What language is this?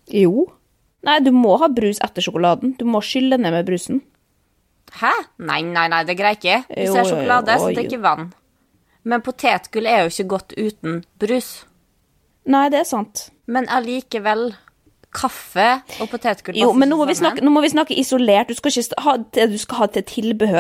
Norwegian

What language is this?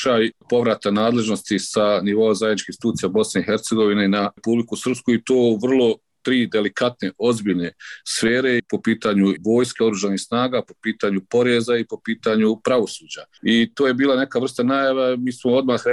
Serbian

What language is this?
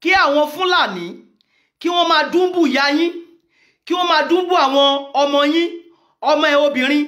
Yoruba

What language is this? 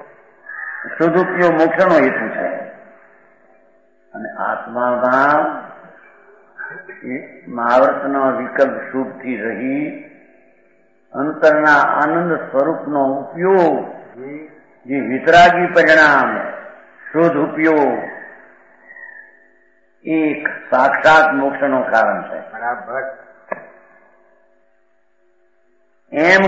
Gujarati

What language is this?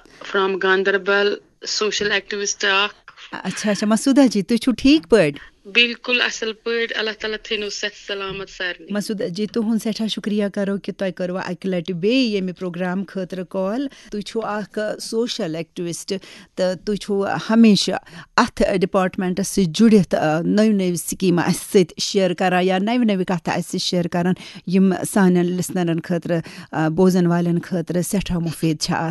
Kashmiri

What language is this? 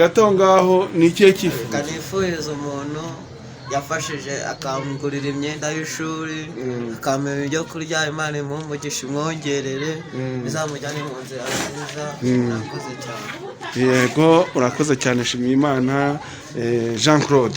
Kinyarwanda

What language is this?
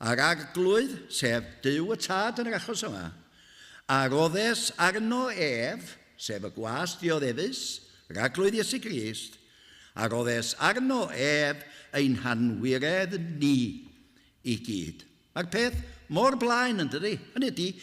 Welsh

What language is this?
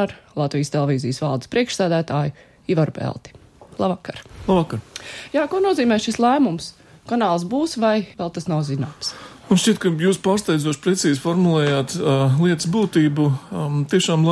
Latvian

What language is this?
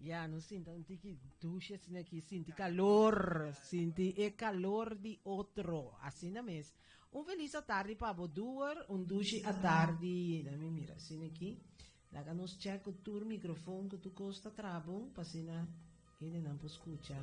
Papiamento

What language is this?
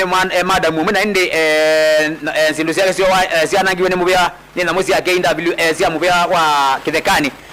Kamba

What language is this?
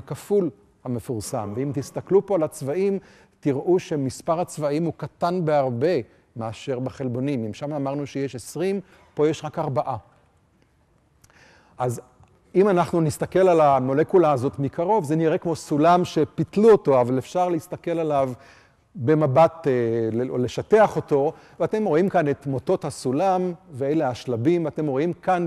Hebrew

